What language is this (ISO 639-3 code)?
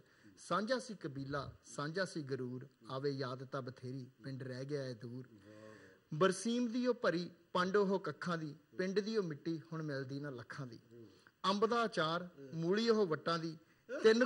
pan